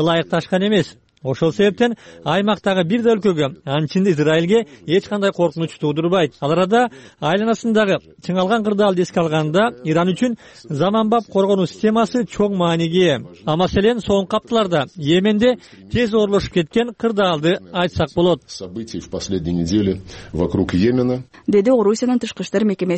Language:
Kyrgyz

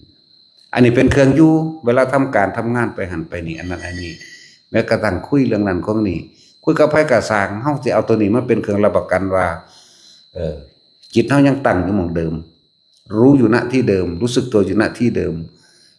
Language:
Northeastern Thai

